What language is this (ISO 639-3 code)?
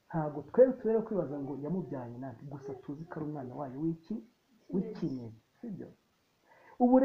kin